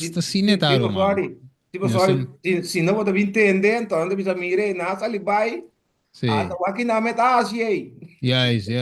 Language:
Papiamento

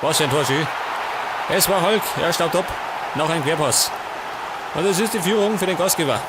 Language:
Bavarian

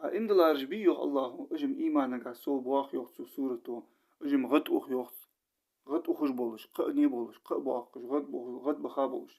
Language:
Ingush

